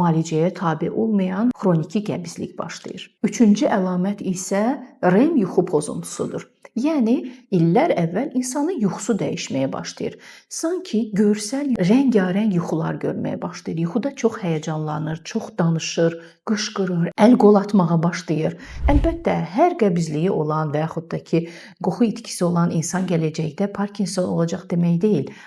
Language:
Azerbaijani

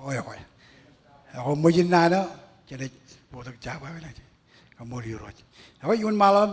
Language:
Marshallese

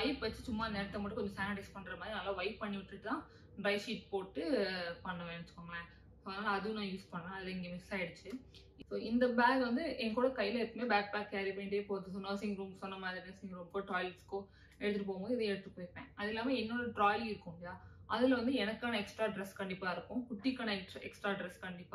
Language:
Tamil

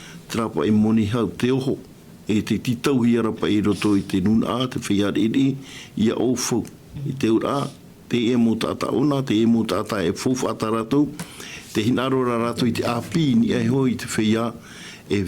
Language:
Tahitian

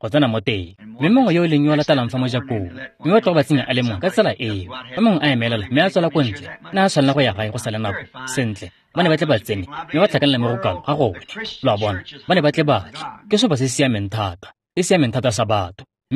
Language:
Tswana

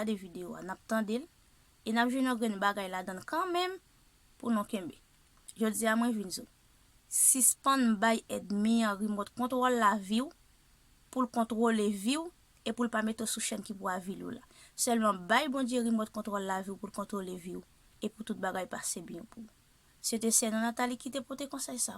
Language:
Haitian Creole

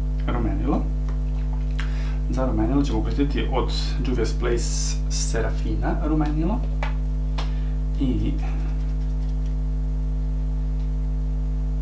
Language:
Serbian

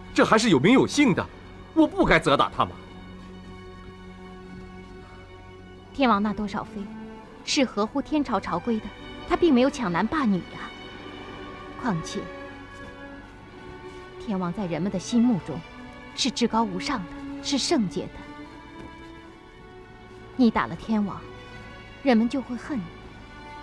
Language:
Chinese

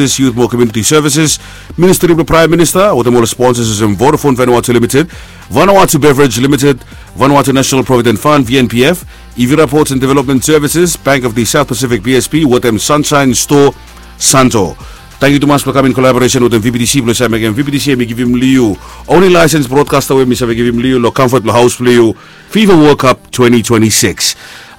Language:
Bislama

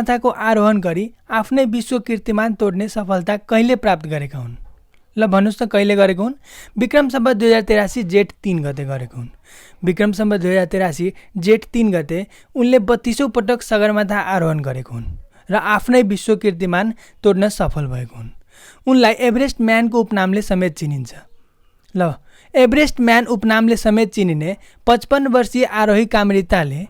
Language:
Nepali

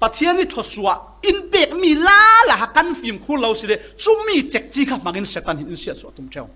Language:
Falam Chin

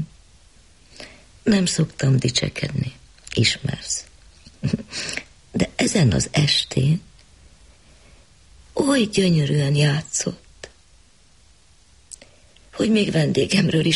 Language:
Hungarian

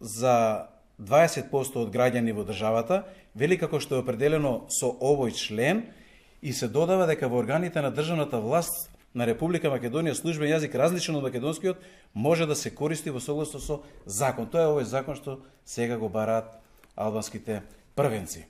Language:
Macedonian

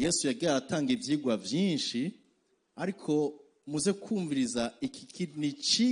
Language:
Rundi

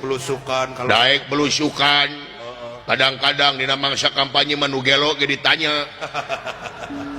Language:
Sundanese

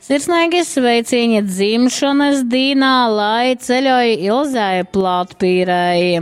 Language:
Latgalian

